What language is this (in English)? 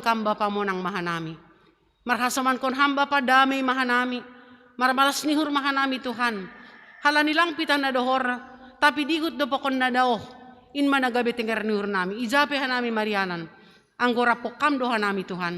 Batak Simalungun